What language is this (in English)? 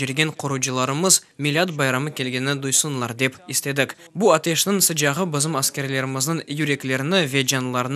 Crimean Tatar